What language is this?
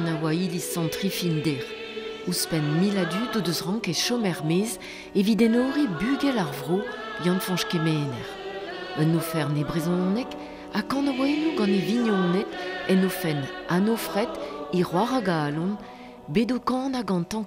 Breton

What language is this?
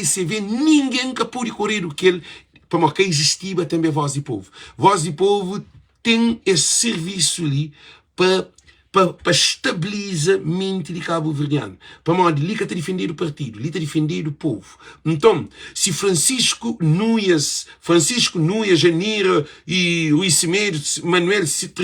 Kabuverdianu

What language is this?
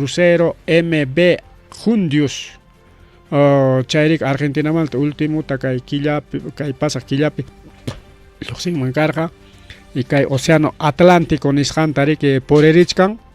Ayacucho Quechua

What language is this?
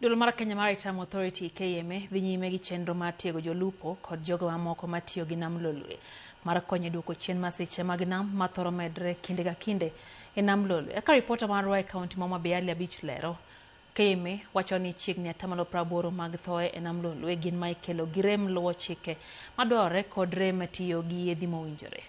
Luo (Kenya and Tanzania)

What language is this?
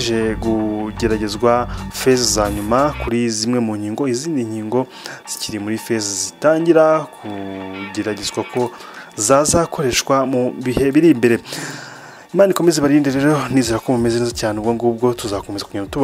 Kinyarwanda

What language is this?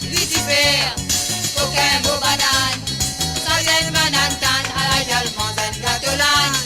Morisyen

